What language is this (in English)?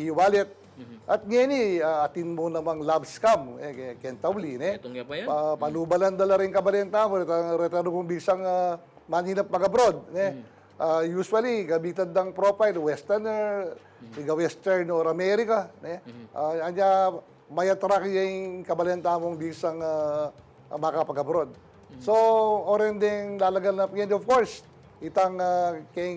Pampanga